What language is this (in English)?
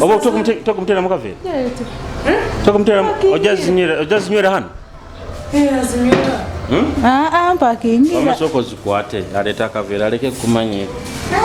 Nyoro